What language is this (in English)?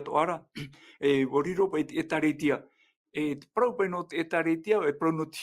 Tahitian